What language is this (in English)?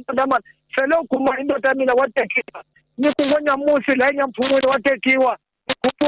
Tsonga